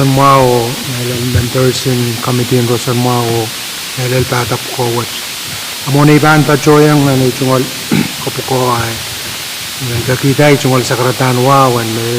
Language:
Pohnpeian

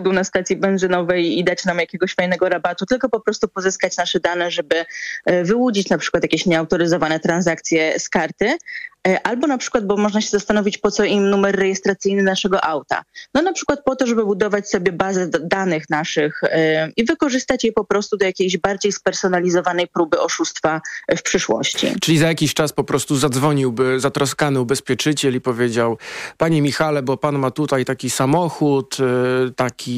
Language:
Polish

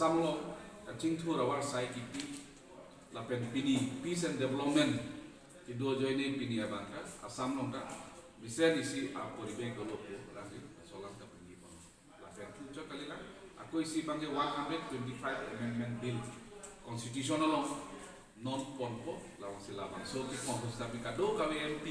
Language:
Karbi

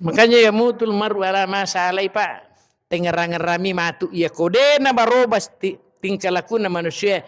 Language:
Buginese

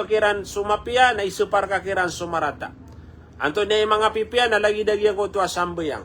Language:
Maranao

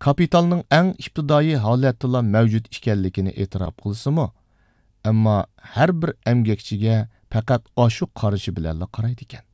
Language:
Uyghur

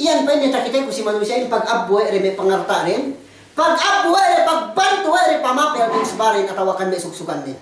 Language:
Yakan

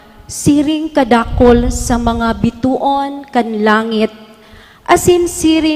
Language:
Bikol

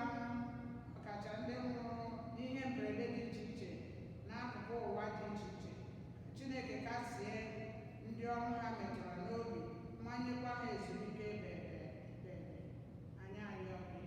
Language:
Igbo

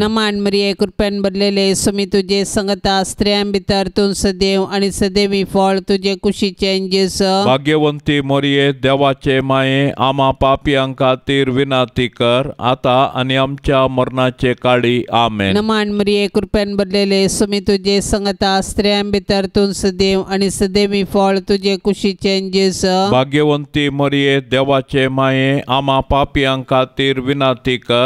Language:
Konkani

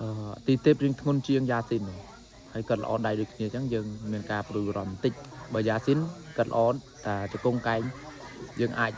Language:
Khmer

